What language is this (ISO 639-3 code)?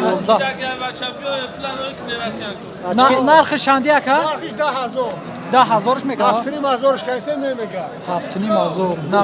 tgk